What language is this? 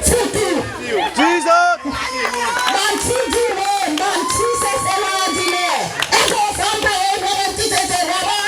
Seselwa Creole French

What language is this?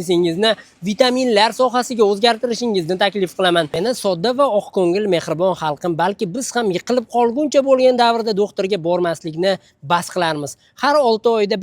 Uzbek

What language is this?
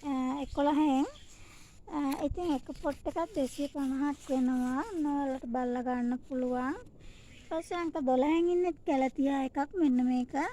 Sinhala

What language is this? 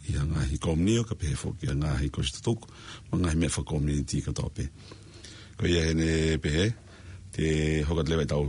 Tongan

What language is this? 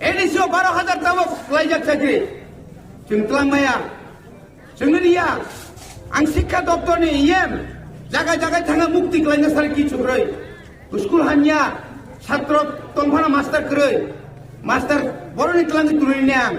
Kok Borok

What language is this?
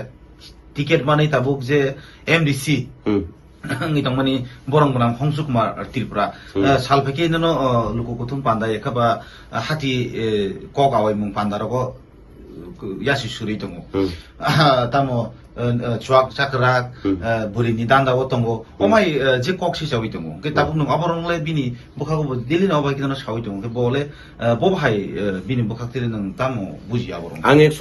Kok Borok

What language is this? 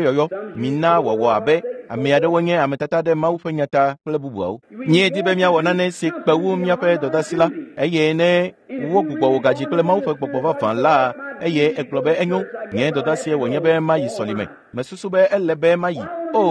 Ewe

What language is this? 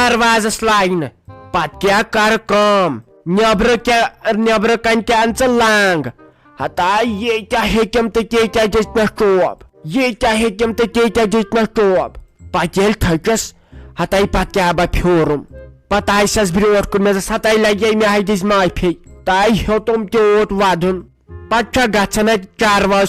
Kashmiri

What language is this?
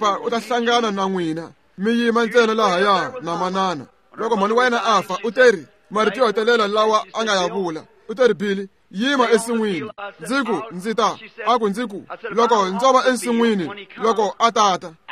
Tsonga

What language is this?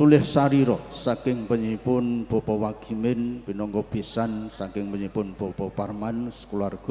Javanese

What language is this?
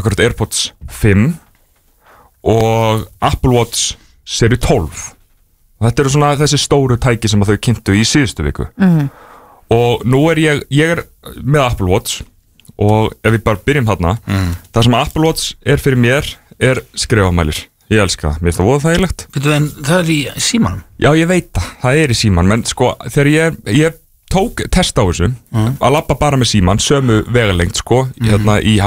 Icelandic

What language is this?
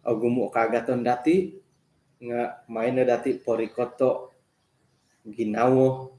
Central Dusun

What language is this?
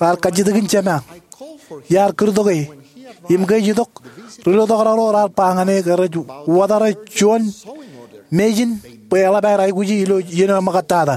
Marshallese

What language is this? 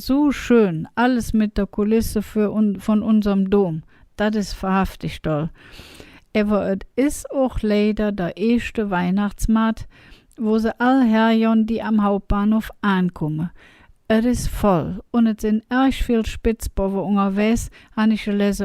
Colognian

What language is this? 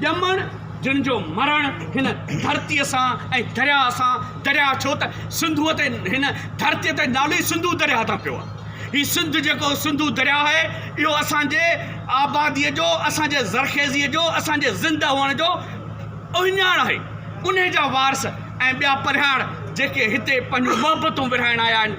Sindhi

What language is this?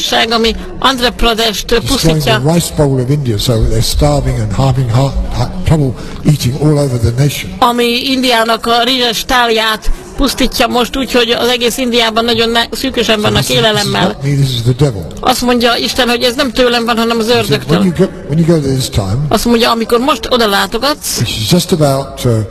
Hungarian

